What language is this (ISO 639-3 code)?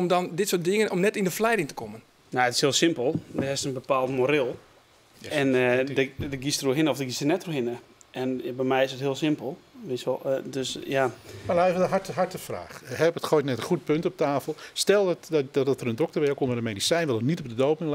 fry